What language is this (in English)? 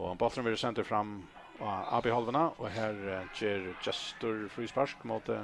Faroese